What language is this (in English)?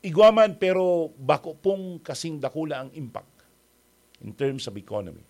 Bikol